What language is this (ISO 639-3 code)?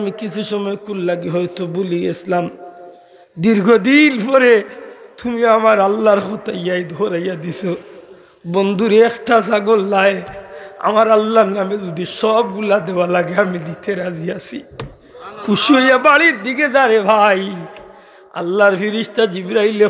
syl